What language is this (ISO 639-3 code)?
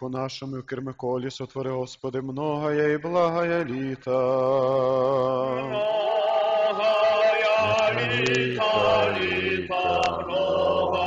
ukr